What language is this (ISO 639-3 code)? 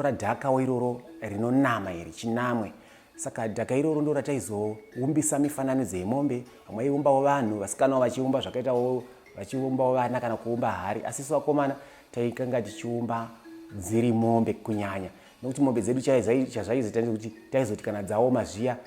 sna